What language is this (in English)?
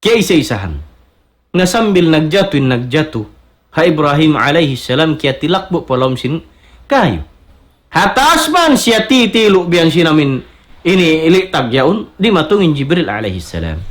Tausug